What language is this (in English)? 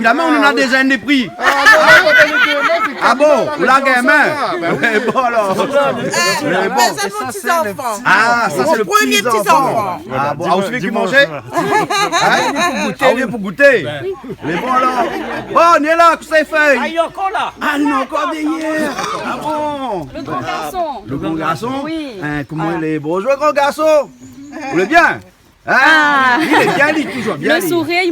Réunion Creole French